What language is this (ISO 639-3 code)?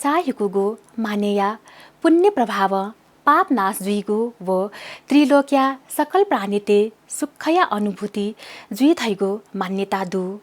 new